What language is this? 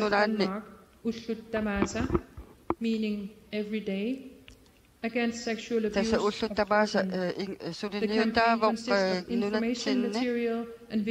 Kalaallisut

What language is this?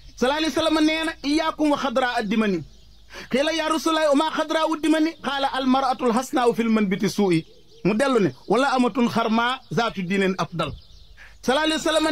Wolof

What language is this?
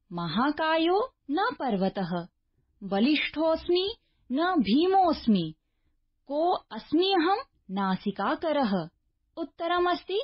Sanskrit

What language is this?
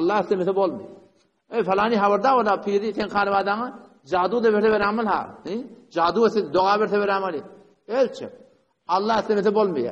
Turkmen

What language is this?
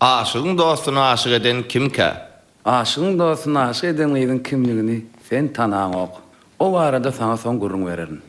Turkmen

